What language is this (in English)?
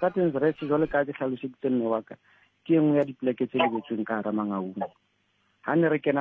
Southern Sotho